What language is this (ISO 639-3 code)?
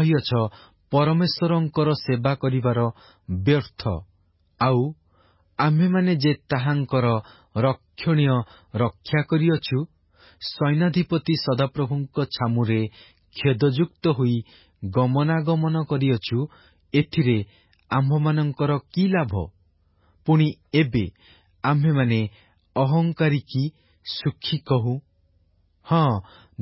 ori